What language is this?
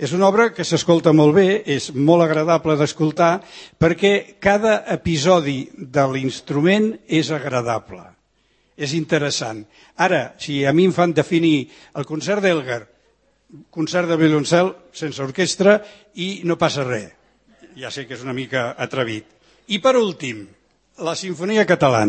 Catalan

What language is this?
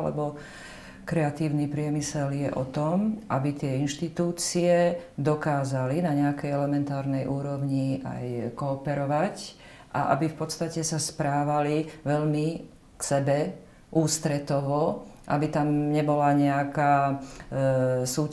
Slovak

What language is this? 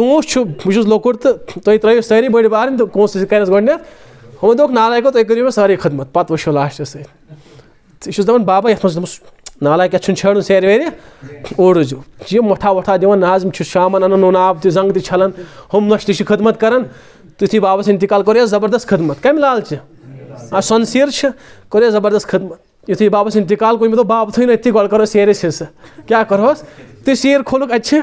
Kashmiri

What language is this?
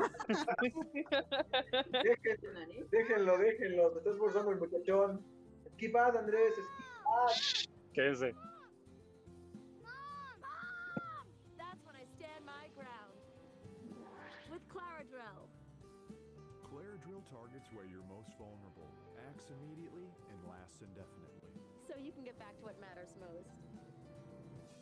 Spanish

